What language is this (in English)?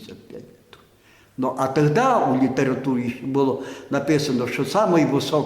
Rusyn